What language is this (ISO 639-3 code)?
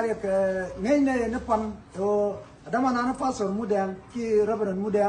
nus